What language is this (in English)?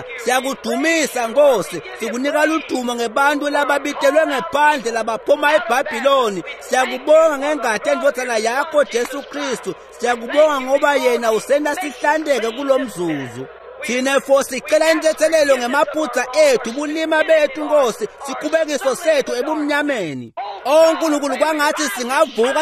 Swati